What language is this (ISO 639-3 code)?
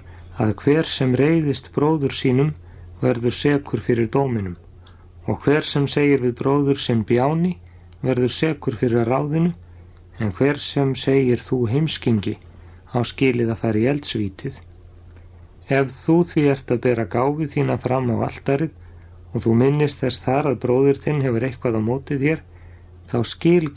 isl